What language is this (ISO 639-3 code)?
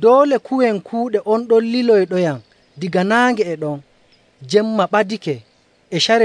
fuv